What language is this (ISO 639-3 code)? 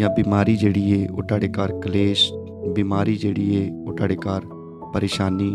doi